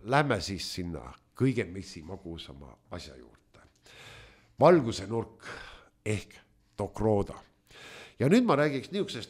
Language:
Estonian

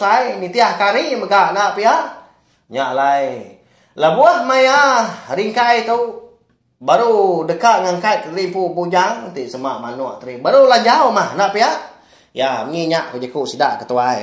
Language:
Iban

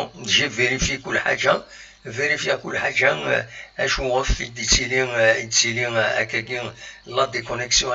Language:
Kabyle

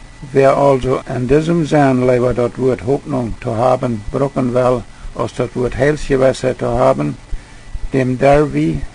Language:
Plautdietsch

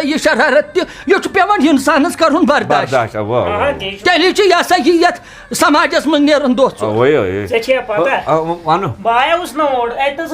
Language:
Kashmiri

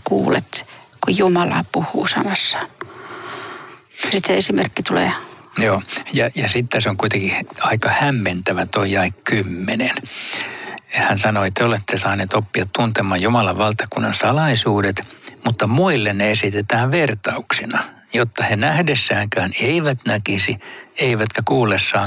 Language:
Finnish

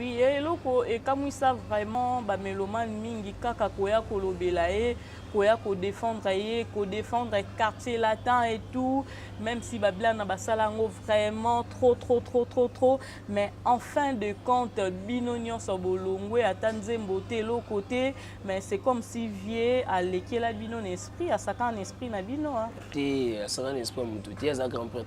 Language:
Lingala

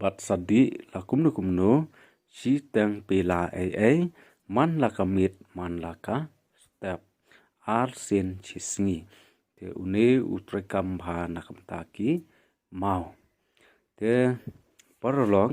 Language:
Khasi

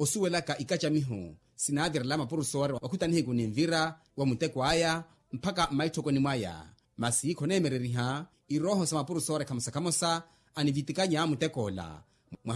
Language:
Makhuwa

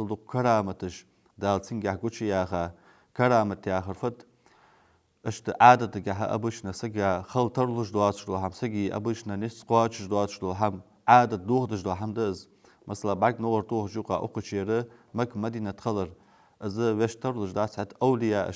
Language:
Ingush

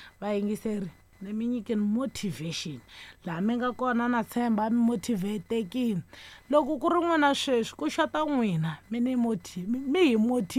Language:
Tsonga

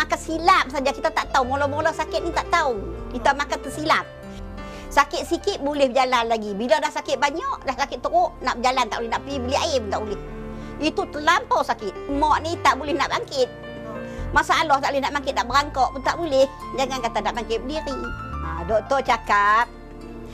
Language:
Malay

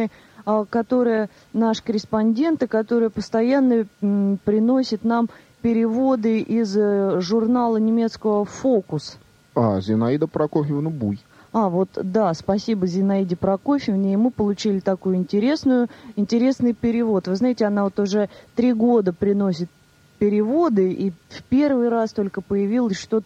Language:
Russian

